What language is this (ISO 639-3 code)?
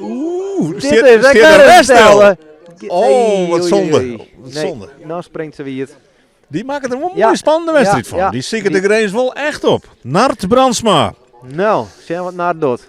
fry